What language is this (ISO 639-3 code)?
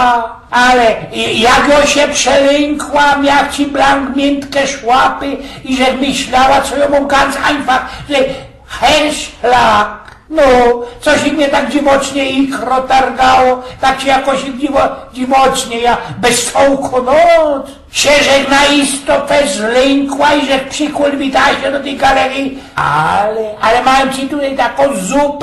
szl